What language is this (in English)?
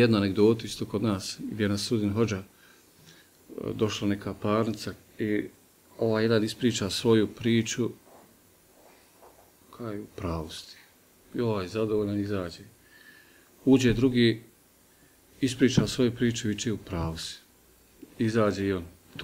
Bosnian